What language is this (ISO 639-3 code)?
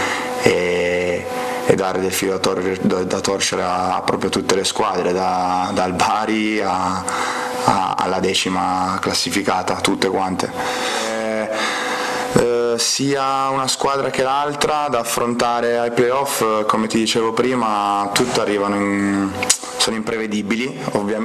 ita